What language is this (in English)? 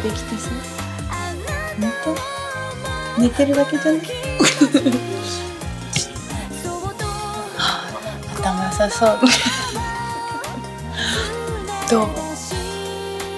Japanese